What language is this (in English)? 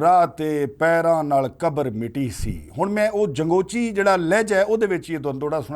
Western Panjabi